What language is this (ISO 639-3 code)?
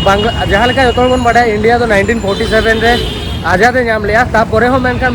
sat